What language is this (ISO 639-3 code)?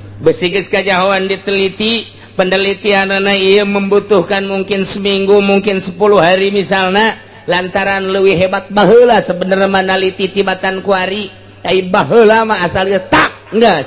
sun